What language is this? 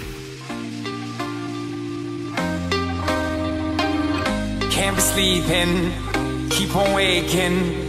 English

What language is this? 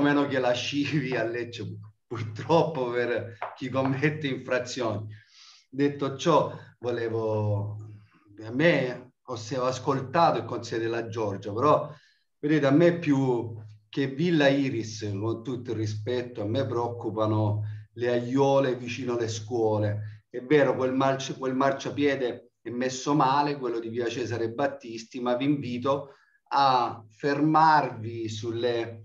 Italian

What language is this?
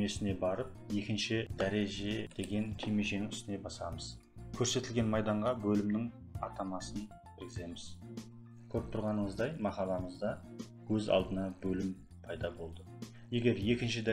Kara-Kalpak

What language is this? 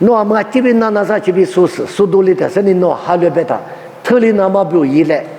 Lisu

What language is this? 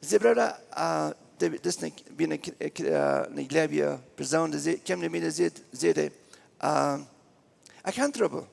Plautdietsch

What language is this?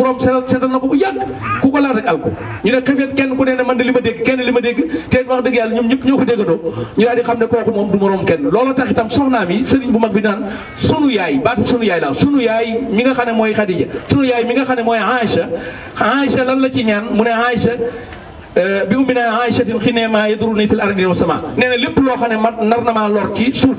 Wolof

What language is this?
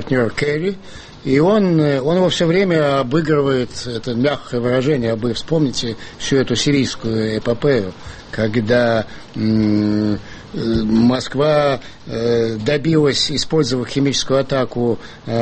Russian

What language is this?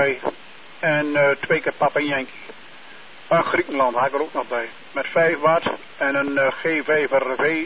Dutch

